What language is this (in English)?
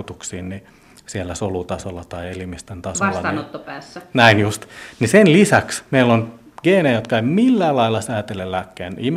Finnish